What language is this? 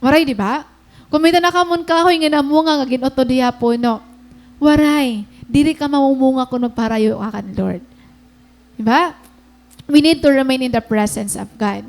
Waray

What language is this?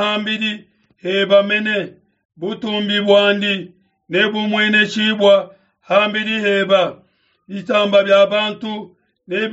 Luba-Lulua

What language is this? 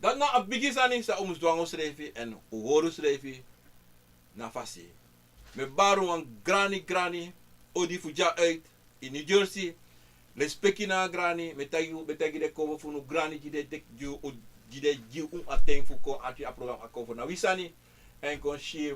Sranan Tongo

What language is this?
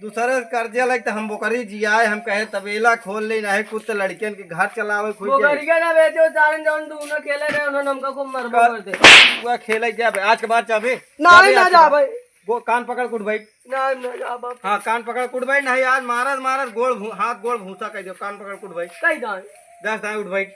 Awadhi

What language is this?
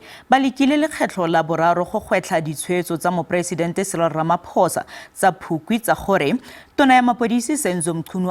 Tswana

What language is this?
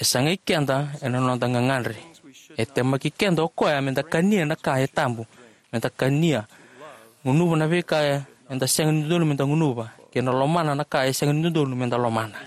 Fijian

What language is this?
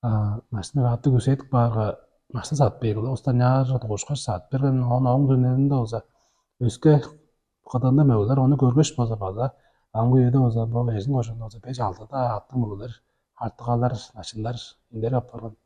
Tuvinian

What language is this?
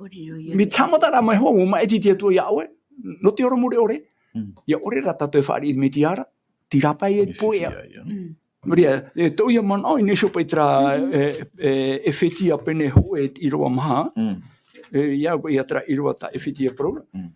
Tahitian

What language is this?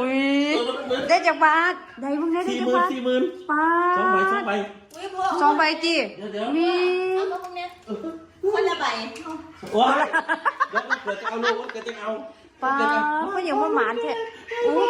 Northeastern Thai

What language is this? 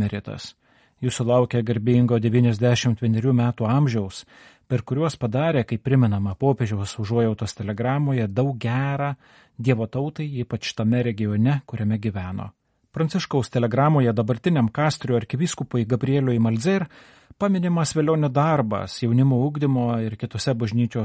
Lithuanian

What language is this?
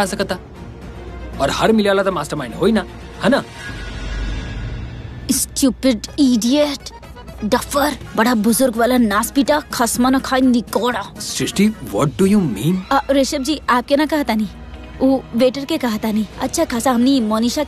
Bhojpuri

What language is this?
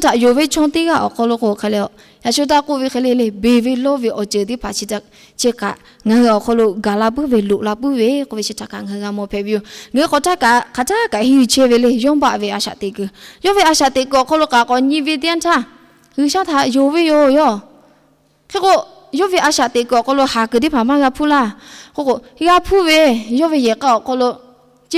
Lahu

